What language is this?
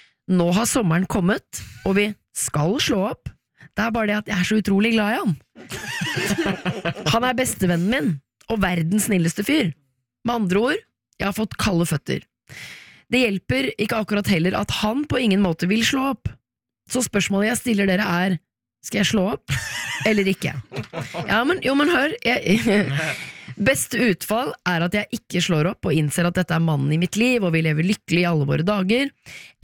Norwegian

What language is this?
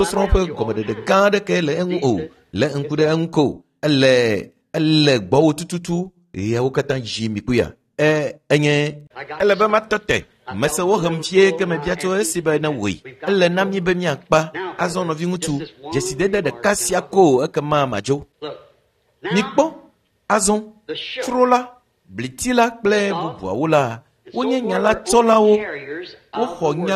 Ewe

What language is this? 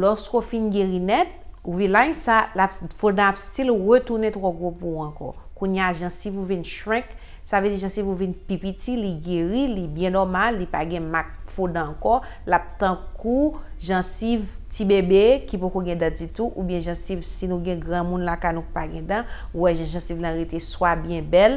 Haitian Creole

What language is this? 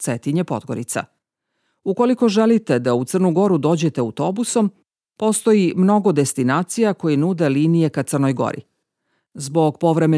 Croatian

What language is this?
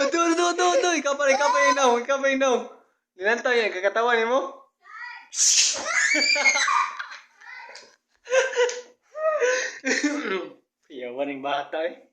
Cebuano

